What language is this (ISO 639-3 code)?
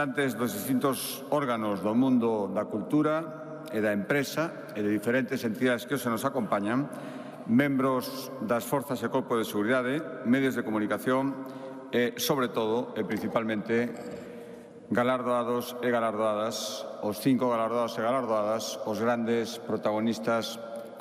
glg